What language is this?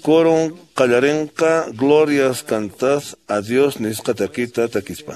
Quechua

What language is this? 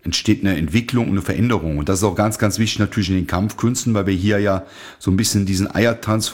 German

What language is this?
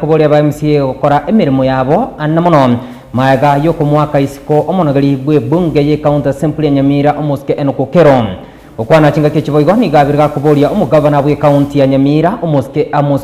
Gusii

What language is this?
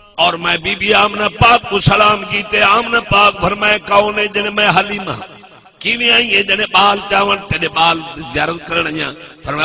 Saraiki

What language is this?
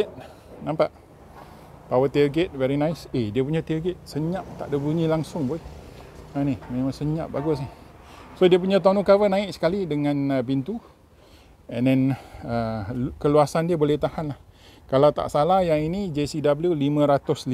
Malay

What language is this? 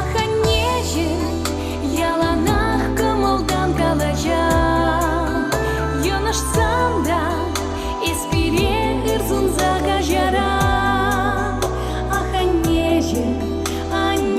Chuvash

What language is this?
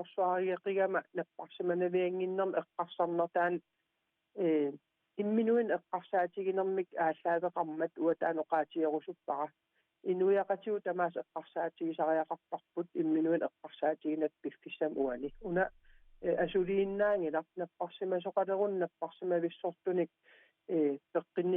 Kalaallisut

